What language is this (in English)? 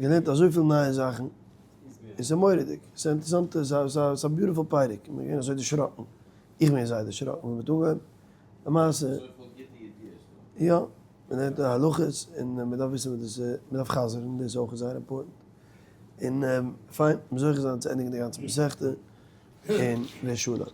Yiddish